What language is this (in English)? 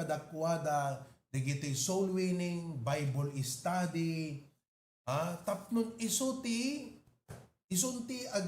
Iloko